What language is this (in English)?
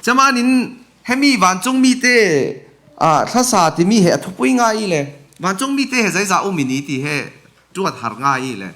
Falam Chin